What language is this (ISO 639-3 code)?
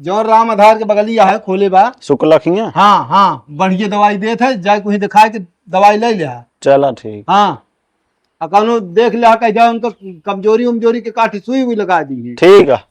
awa